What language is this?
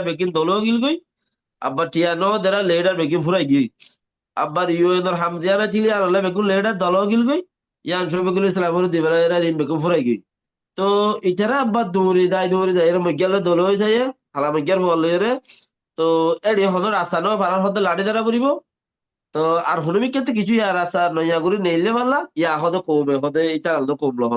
Rohingya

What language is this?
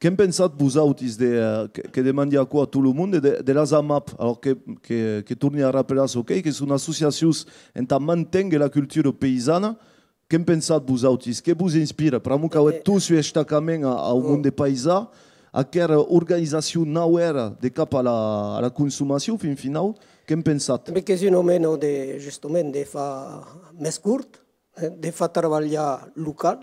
Occitan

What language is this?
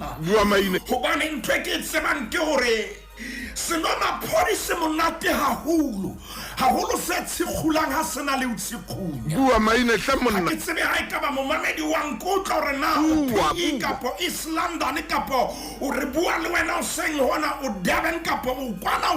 Southern Sotho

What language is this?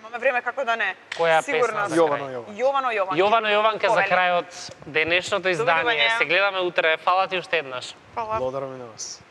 Macedonian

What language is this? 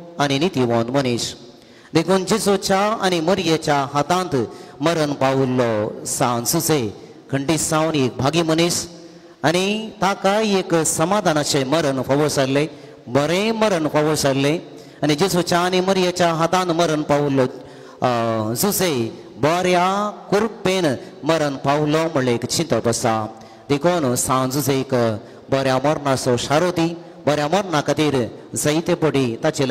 Konkani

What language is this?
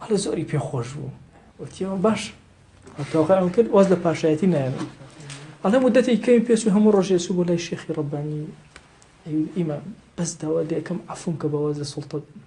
Central Kurdish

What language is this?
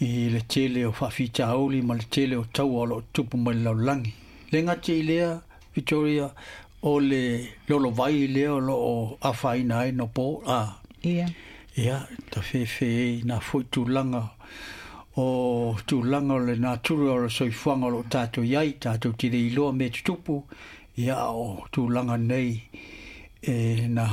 Samoan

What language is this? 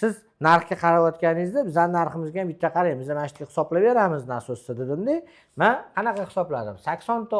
Uzbek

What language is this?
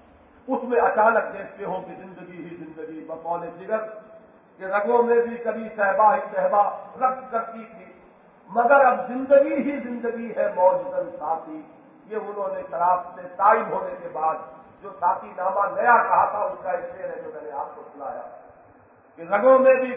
Urdu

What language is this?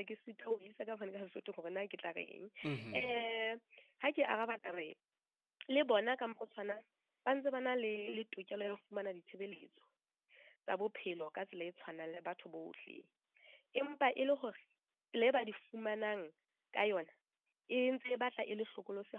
Southern Sotho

